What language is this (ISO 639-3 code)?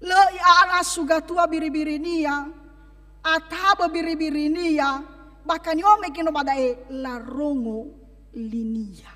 nia